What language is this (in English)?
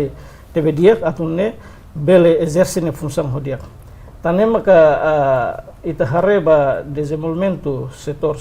Tetum